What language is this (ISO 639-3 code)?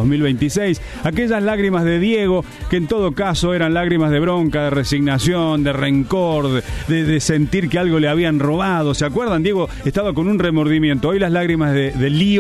spa